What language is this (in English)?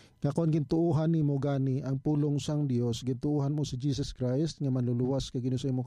Hiligaynon